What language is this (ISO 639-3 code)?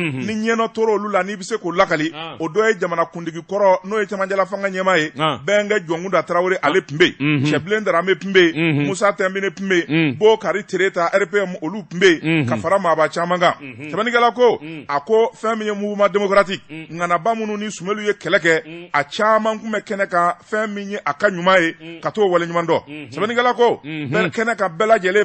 bam